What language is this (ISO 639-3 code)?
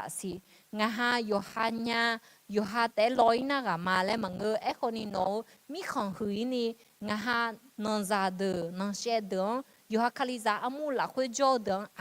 ahk